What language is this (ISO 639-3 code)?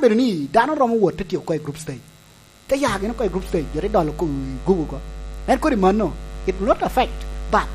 laj